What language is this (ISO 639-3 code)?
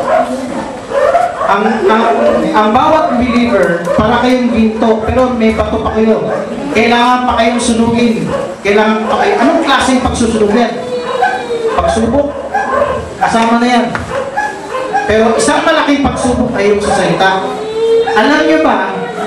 fil